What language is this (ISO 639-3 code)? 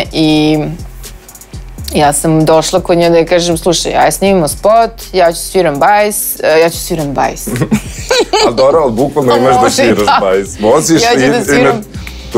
srp